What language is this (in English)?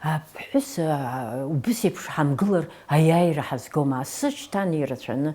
Abkhazian